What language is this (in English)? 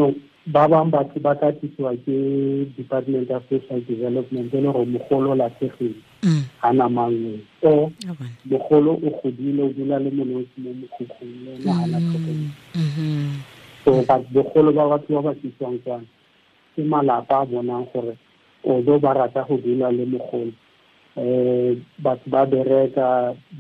Tswana